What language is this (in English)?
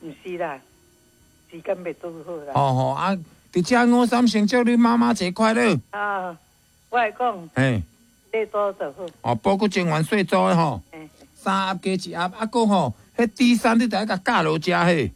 Min Nan Chinese